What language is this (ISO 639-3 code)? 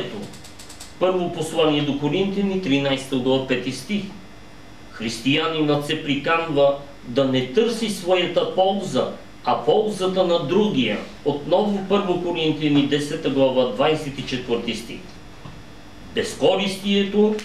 bul